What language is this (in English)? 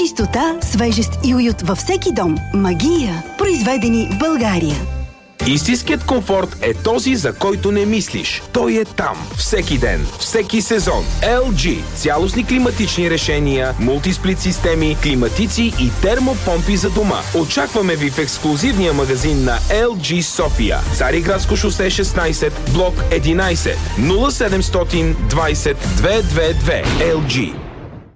Bulgarian